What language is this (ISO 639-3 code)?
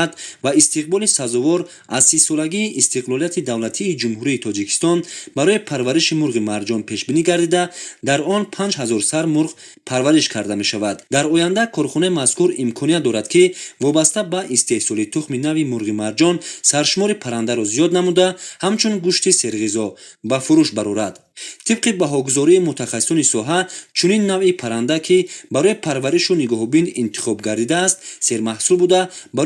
tgk